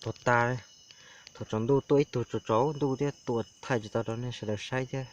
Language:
Hmong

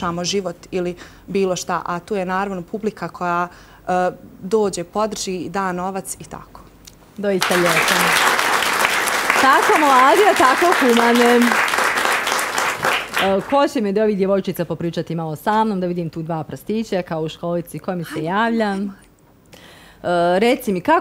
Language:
Bosnian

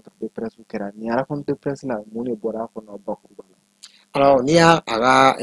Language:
Bambara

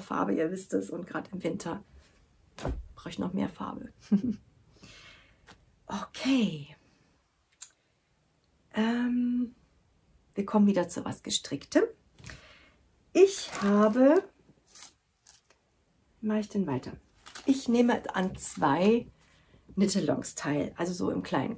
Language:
German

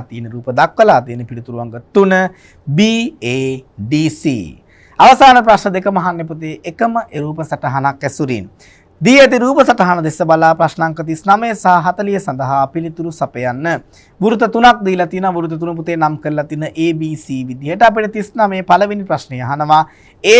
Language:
Sinhala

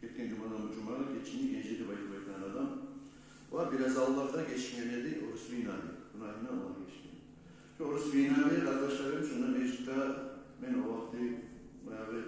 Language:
Kumyk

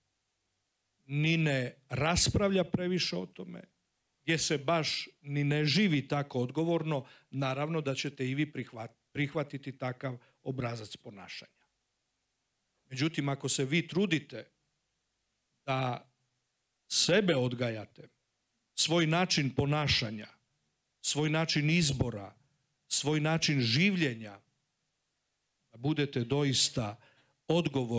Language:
Croatian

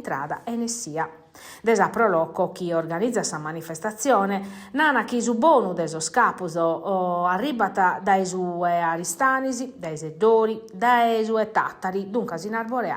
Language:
Sardinian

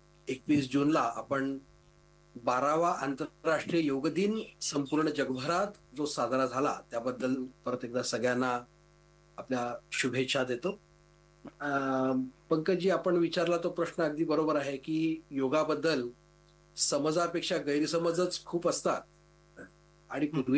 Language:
Marathi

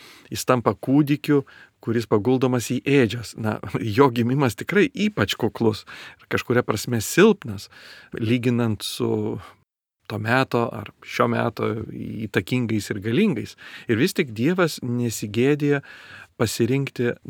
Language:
Lithuanian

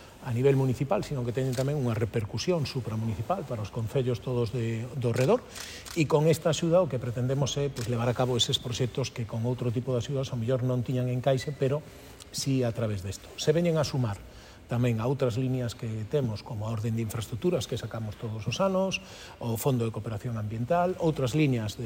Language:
Galician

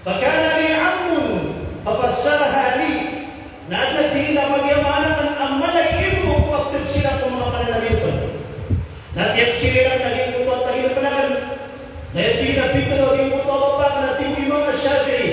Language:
Maranao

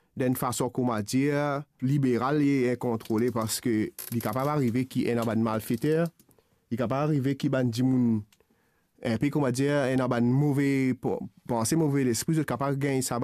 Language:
Morisyen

